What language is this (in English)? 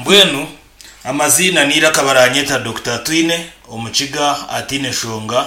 Nyankole